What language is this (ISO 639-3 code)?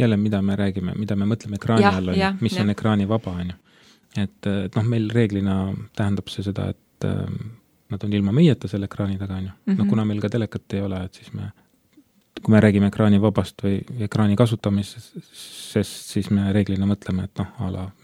est